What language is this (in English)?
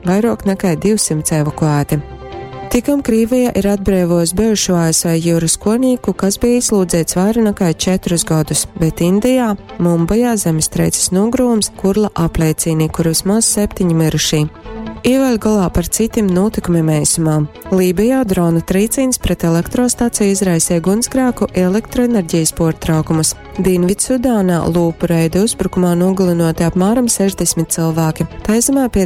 Latgalian